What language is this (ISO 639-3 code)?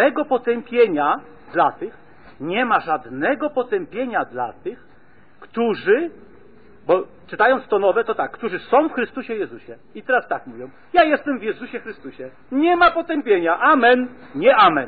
pol